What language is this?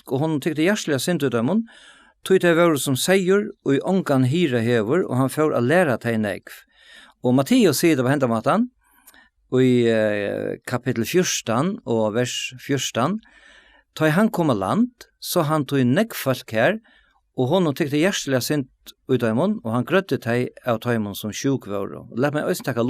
Faroese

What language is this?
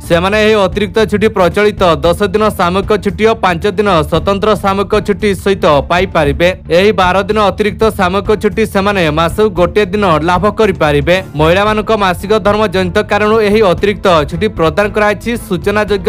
Odia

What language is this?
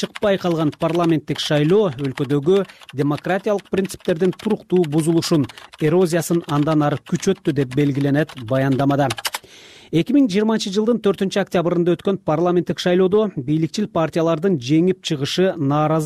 Kyrgyz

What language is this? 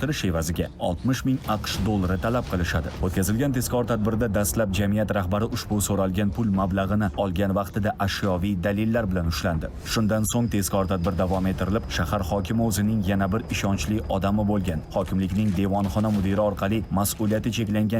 Uzbek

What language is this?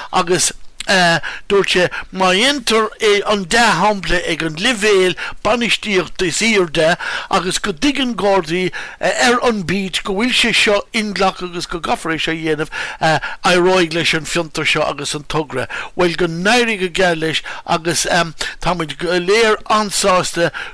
Irish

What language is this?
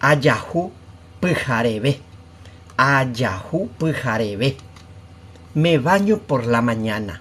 Guarani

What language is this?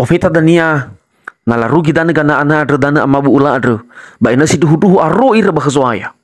Nias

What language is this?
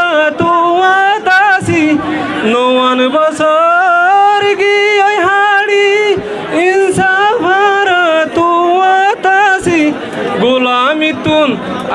Rohingya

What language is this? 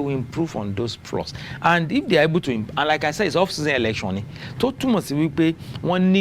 Yoruba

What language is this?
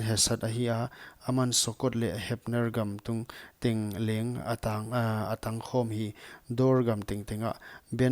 Paite Chin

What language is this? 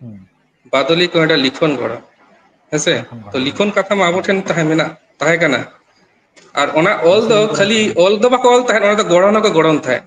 Santali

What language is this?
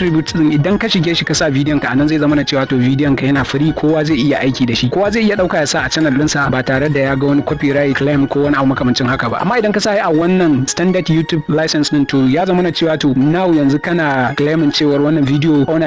Hausa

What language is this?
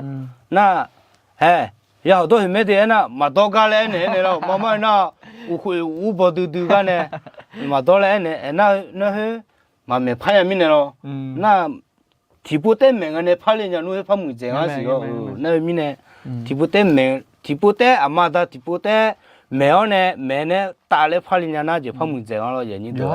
Akha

